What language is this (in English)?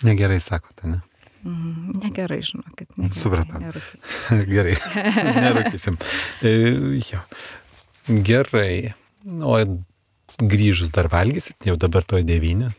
Lithuanian